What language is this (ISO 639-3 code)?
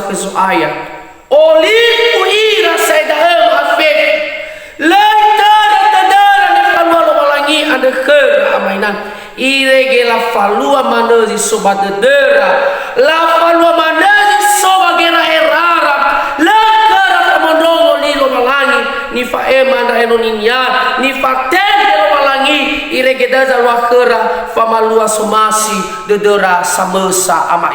nia